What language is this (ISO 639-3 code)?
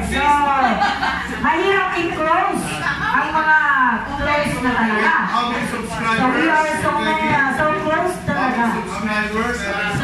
fil